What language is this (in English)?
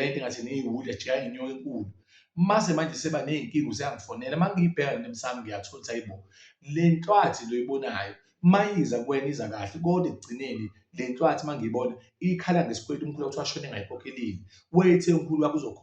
Zulu